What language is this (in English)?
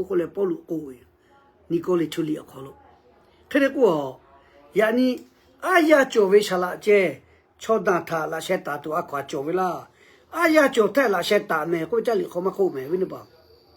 Lahu